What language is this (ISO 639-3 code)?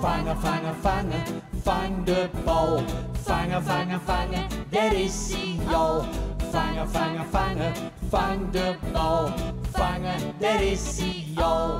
fry